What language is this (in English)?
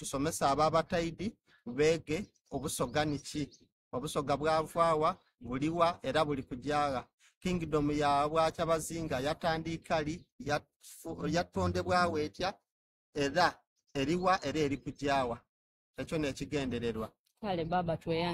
Soga